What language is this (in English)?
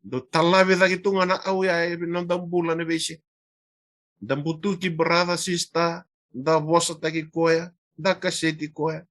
Fijian